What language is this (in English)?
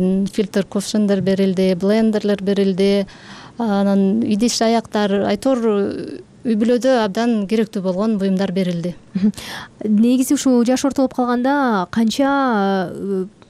Kyrgyz